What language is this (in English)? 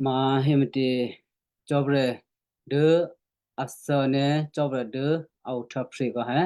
Western Kayah